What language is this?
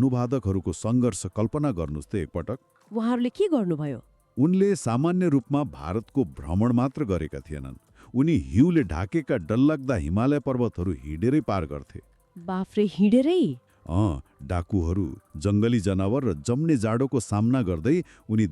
Nepali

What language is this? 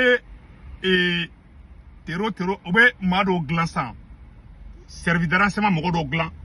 Bambara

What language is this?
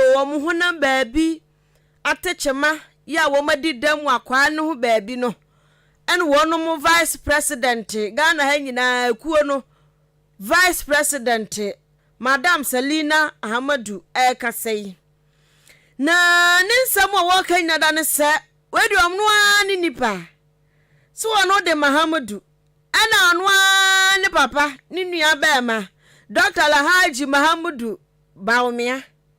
Akan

